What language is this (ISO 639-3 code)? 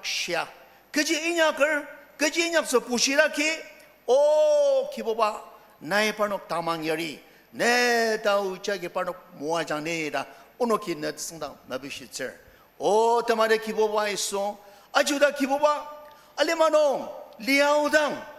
njo